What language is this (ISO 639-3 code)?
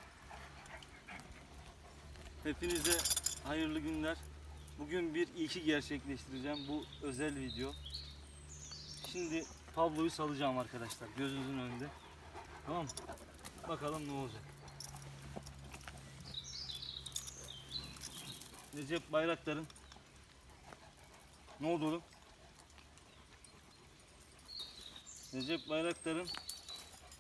tur